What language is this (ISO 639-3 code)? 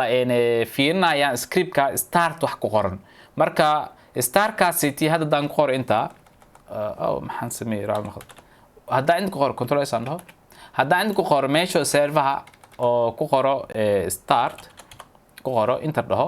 som